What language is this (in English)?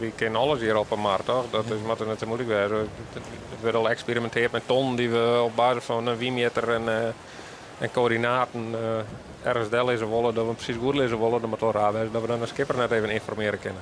Western Frisian